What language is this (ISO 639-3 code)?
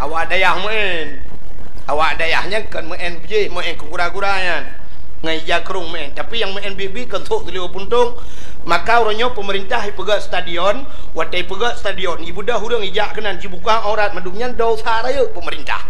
ace